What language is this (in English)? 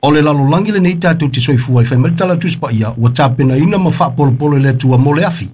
Samoan